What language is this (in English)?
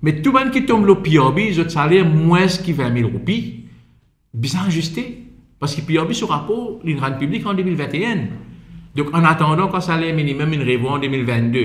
Morisyen